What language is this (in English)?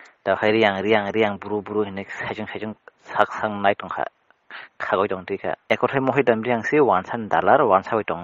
Kok Borok